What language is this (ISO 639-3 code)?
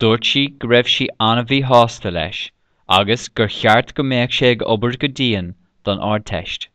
gle